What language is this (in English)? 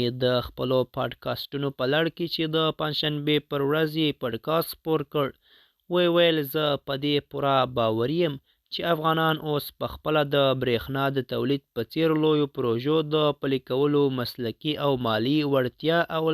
Pashto